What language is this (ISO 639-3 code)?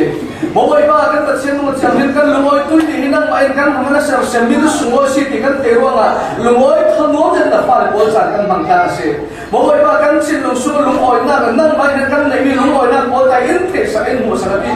cfm